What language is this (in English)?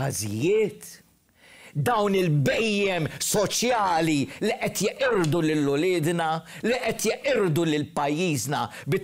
Maltese